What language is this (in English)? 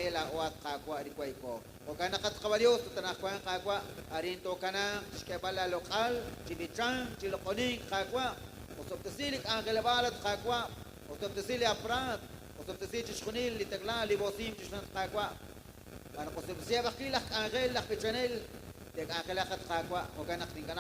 Kekchí